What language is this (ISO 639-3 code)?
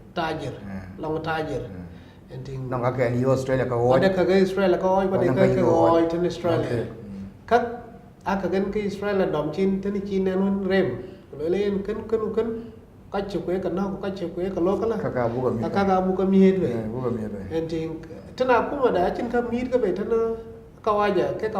din